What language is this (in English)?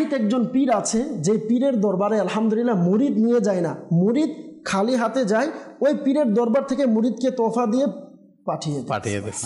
Bangla